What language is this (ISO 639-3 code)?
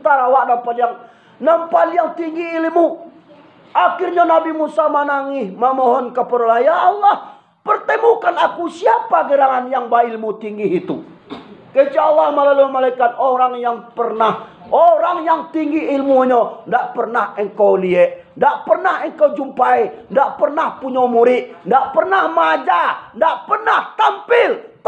min